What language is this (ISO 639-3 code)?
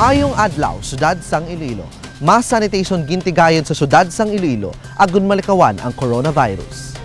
hil